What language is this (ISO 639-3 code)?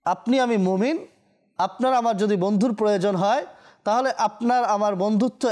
ben